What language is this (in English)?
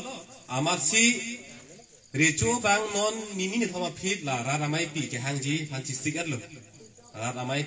Karbi